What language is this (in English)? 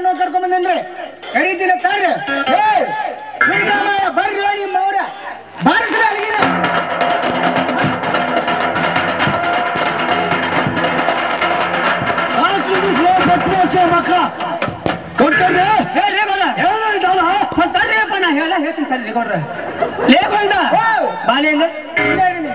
Kannada